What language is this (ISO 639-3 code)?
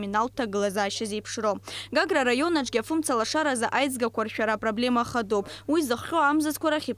abk